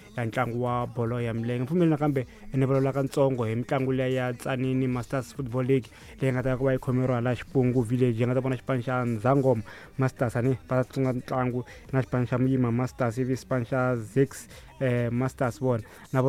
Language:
Tsonga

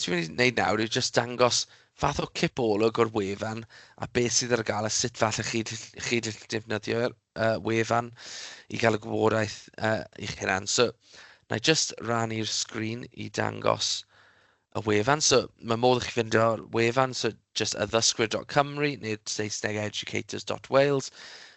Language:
Welsh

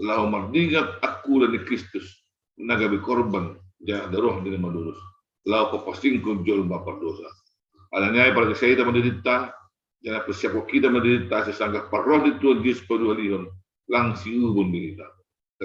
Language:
Batak Simalungun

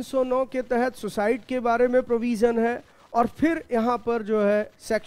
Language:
Hindi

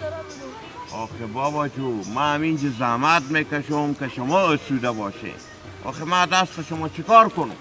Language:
Persian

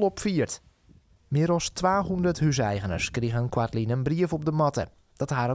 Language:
Western Frisian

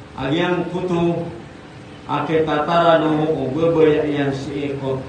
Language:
Maranao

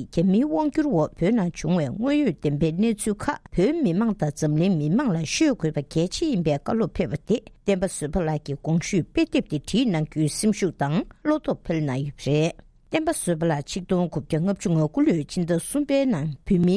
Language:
Tibetan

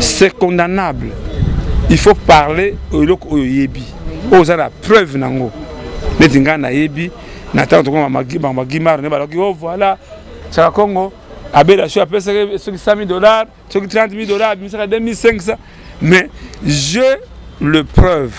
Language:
Lingala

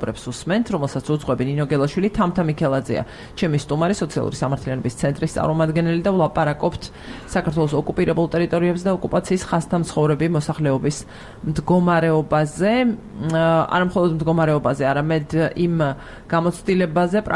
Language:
Georgian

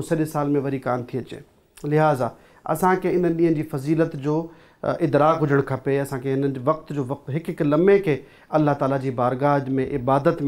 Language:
Sindhi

